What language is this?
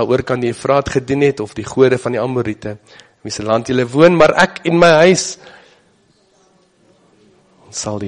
Afrikaans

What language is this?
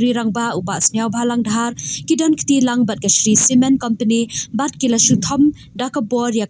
Khasi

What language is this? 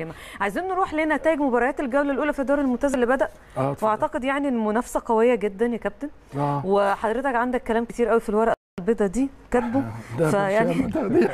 Egyptian Arabic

